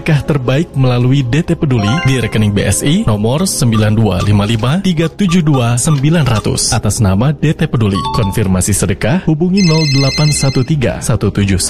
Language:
Indonesian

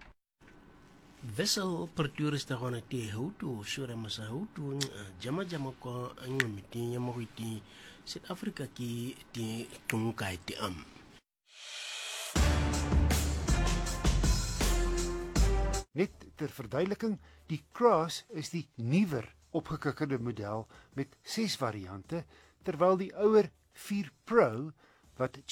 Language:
Afrikaans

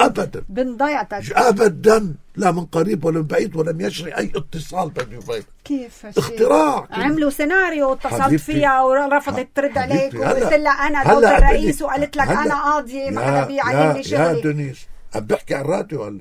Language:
North Levantine Arabic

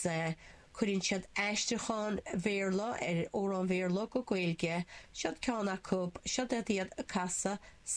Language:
Irish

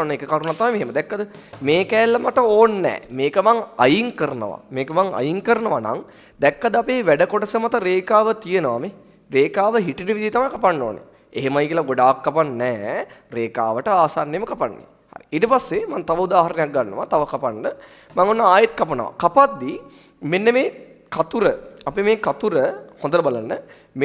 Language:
Sinhala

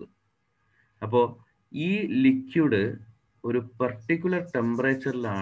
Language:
Malayalam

